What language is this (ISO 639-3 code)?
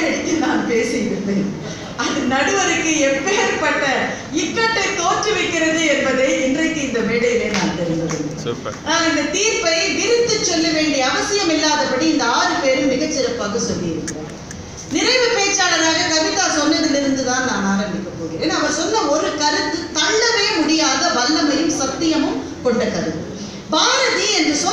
tam